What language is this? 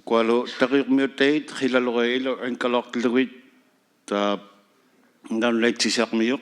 Inuktitut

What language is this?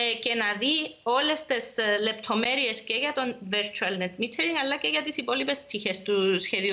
Greek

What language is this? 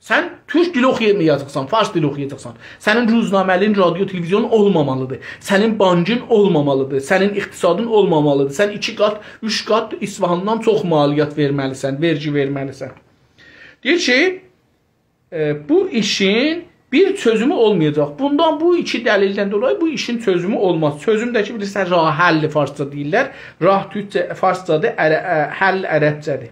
South Azerbaijani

